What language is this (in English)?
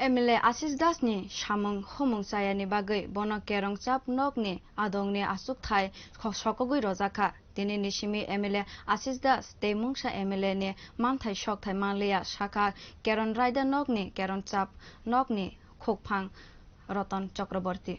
Kok Borok